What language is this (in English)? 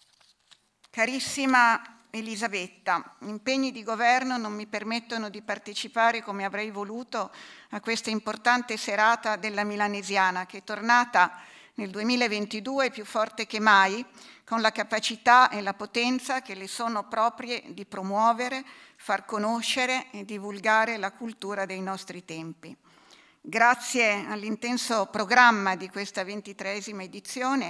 Italian